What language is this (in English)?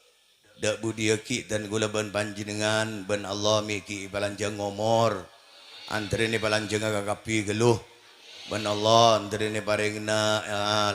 Madurese